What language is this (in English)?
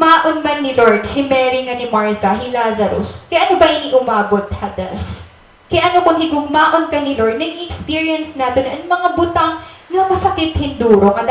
Waray